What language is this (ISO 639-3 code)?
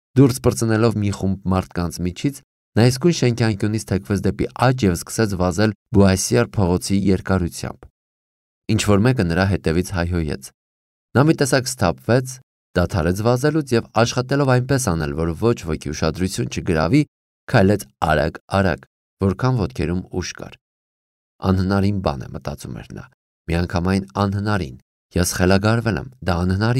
hye